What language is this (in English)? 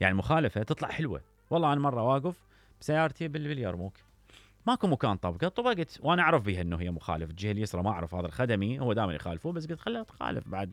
Mesopotamian Arabic